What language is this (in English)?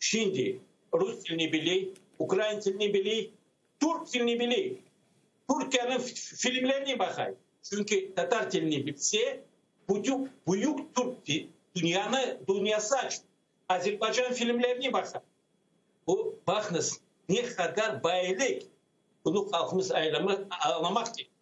Crimean Tatar